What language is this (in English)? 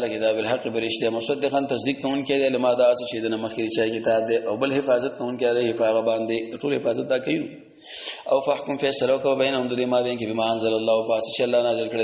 Pashto